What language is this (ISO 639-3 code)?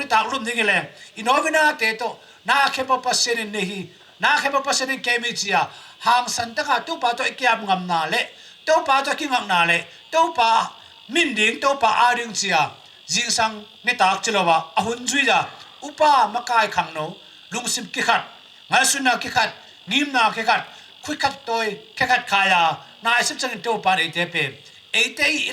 ctd